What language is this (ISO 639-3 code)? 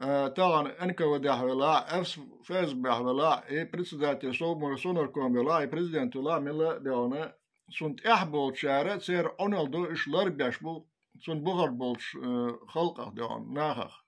che